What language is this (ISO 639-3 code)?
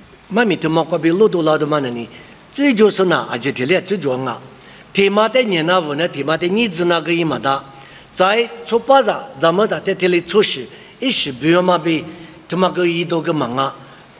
lis